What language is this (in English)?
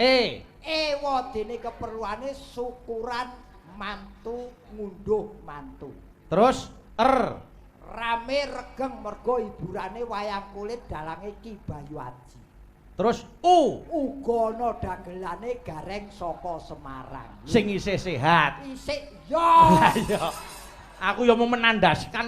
Javanese